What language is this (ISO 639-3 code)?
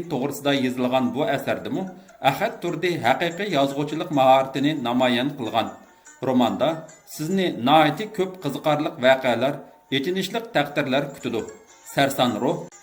uig